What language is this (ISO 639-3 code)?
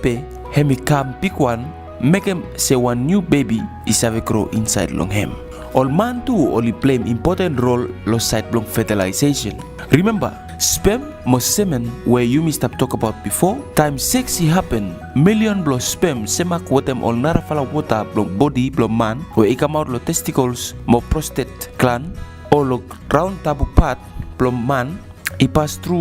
bis